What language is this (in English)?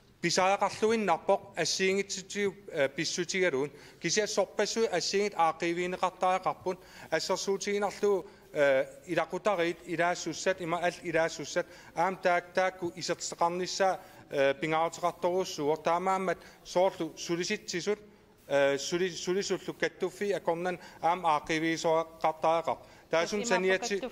Kalaallisut